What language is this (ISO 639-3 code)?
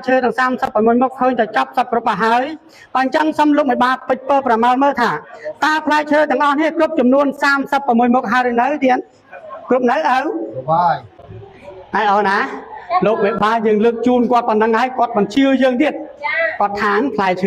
khm